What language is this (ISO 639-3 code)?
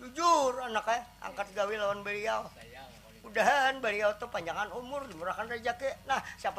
bjn